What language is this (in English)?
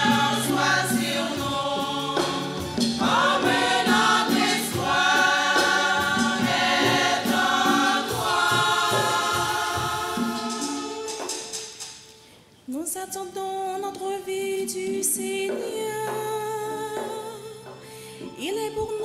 French